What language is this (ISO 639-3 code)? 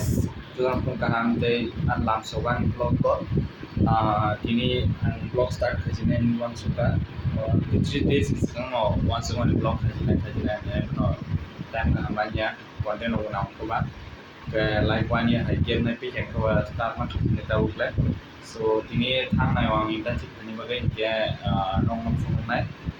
trp